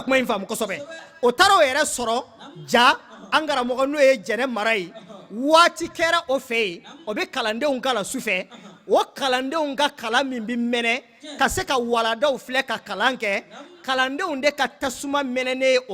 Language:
Bambara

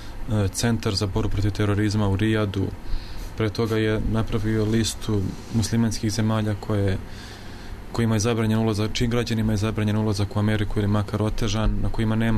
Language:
Serbian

